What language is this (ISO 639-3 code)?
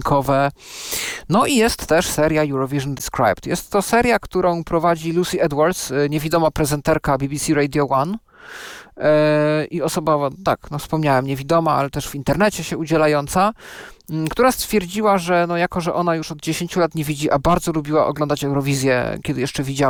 pol